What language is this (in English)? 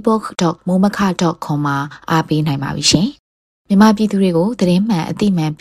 Burmese